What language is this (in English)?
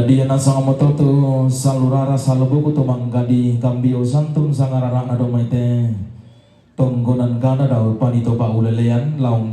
Toraja-Sa'dan